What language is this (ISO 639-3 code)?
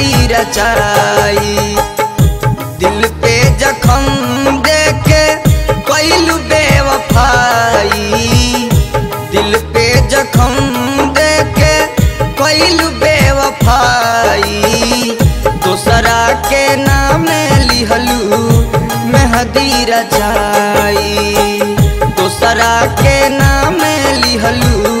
bho